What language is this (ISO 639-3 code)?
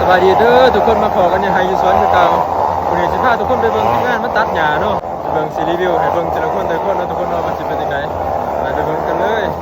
lao